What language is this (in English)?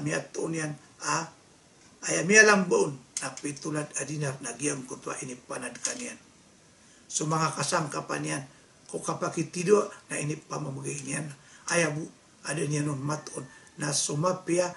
Maranao